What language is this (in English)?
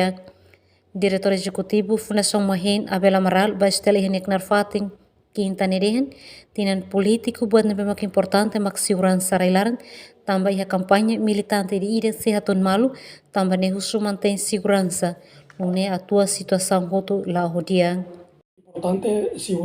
Tetum